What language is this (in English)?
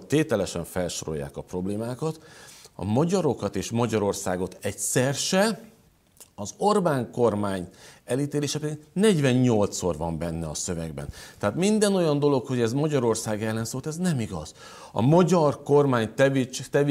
Hungarian